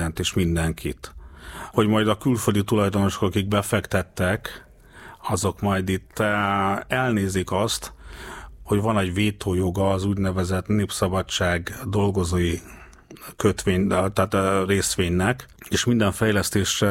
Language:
Hungarian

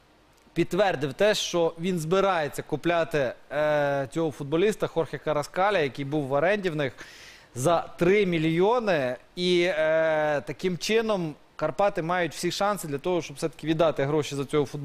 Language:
Ukrainian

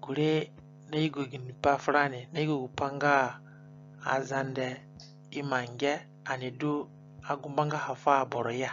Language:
Zande (individual language)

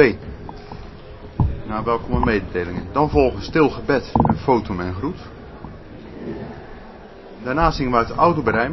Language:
Dutch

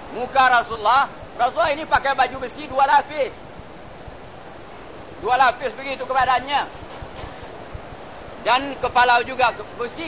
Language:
Malay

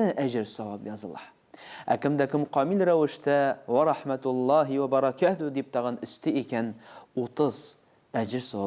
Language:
Tatar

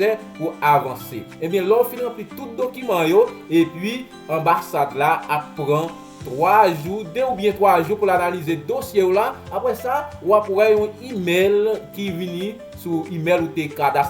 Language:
Haitian Creole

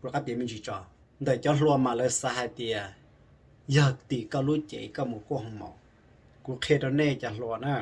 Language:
Hmong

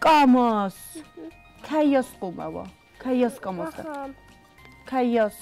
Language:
Ossetic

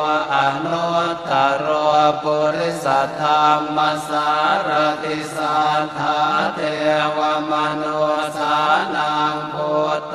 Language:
Pali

